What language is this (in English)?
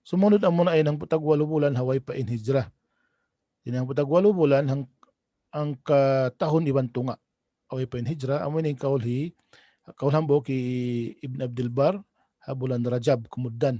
Tausug